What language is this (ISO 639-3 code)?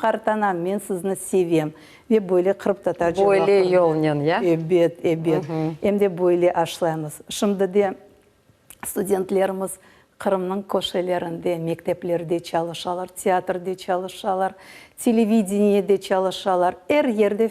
crh